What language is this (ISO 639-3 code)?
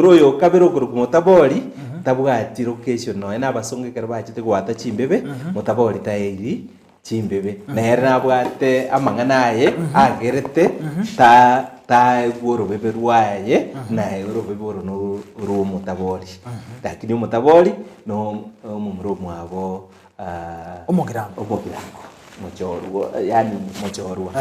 guz